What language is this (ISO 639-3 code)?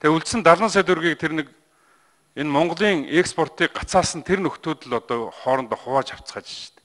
mon